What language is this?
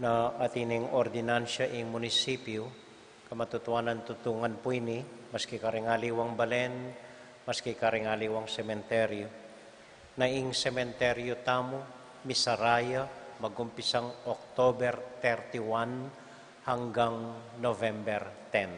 Pampanga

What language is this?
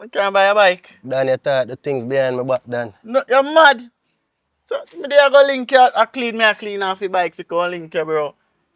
Jamaican Creole English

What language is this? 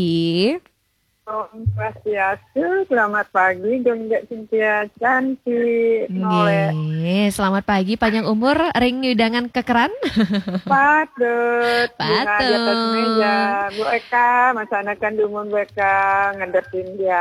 Balinese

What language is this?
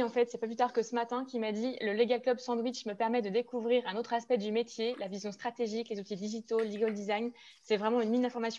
French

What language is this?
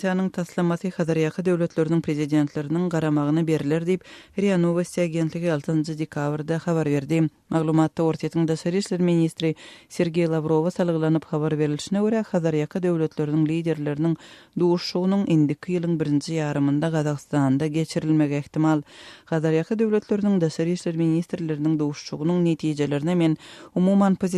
Turkmen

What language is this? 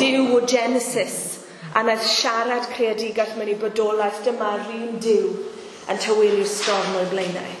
Welsh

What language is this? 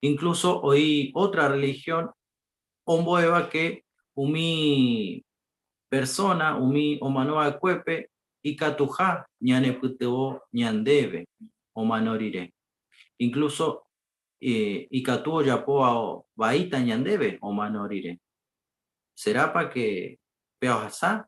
Guarani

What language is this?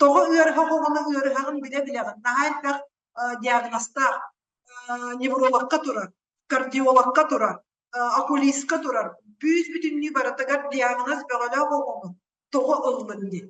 Yakut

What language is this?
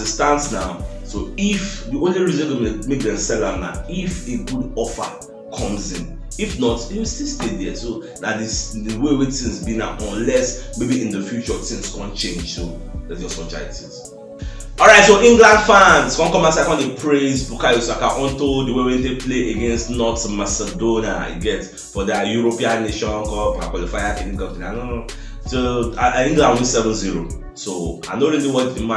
Nigerian Pidgin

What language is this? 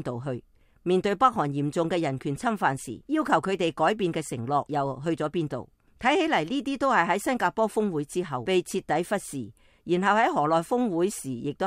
Cantonese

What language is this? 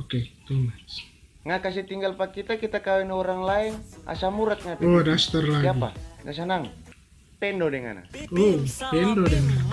Manado Malay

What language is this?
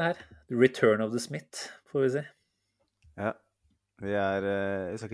Norwegian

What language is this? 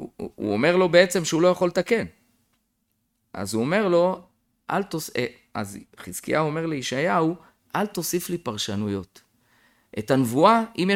Hebrew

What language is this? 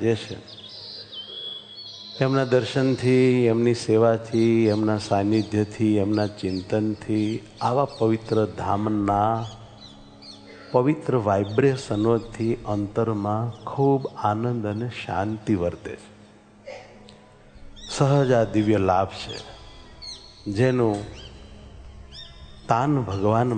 Gujarati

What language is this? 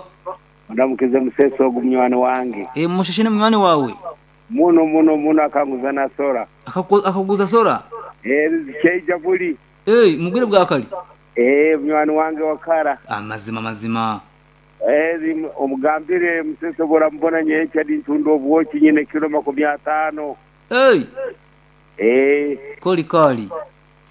Nyankole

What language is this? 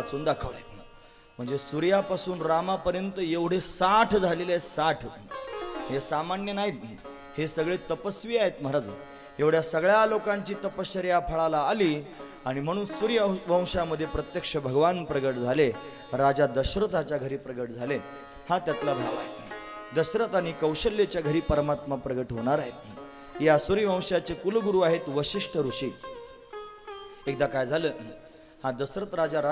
Marathi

